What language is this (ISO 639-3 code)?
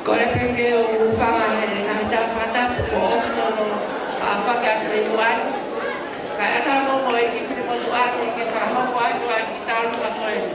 ton